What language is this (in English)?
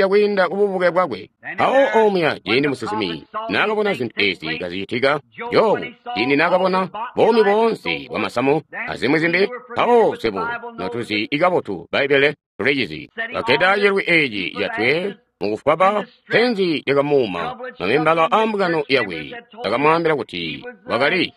Tonga (Zambia)